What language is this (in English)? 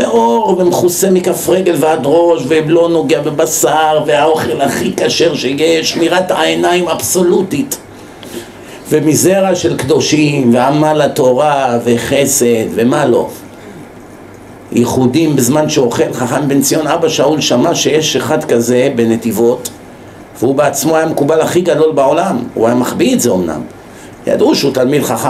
Hebrew